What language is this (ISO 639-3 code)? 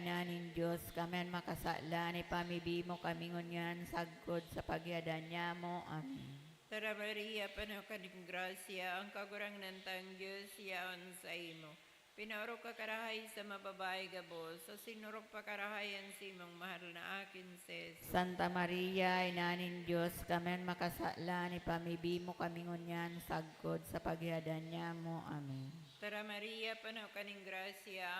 bik